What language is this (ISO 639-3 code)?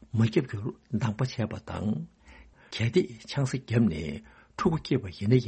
bod